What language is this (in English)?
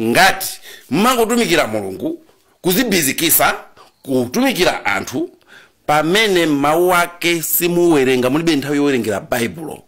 Nyanja